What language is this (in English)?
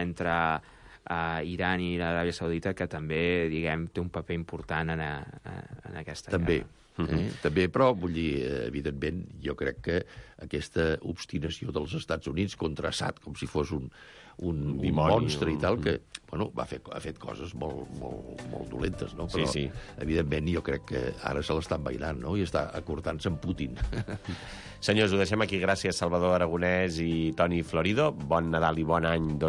Catalan